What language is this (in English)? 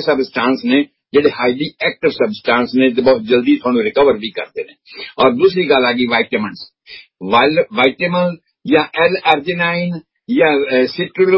Punjabi